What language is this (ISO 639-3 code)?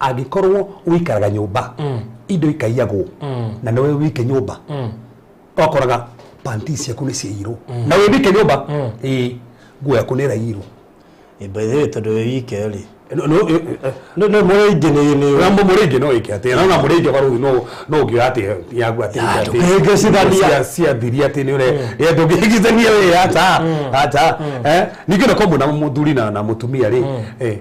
kik